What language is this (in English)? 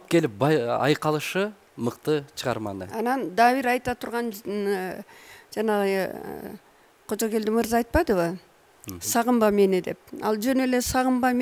Kyrgyz